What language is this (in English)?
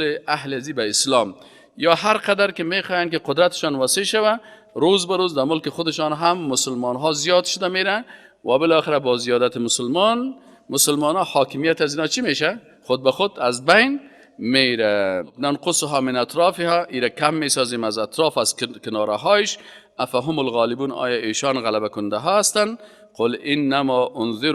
Persian